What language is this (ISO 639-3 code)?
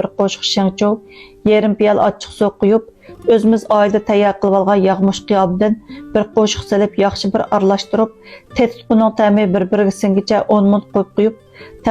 uig